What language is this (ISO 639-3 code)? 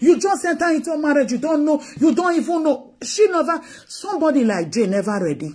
pcm